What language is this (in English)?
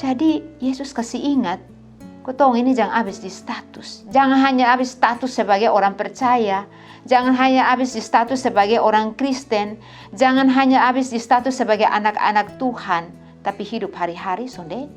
Kupang Malay